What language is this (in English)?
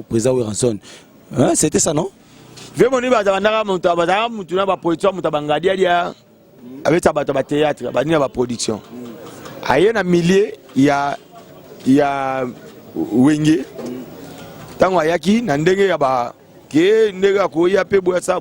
Lingala